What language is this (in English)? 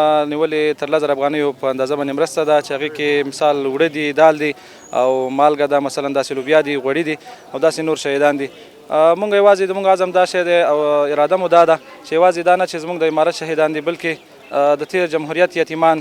Pashto